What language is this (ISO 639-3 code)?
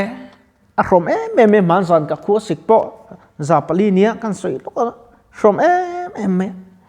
lus